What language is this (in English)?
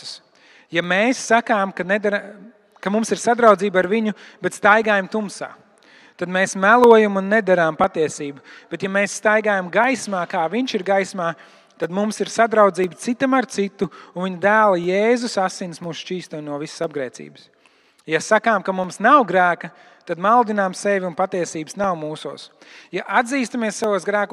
Latvian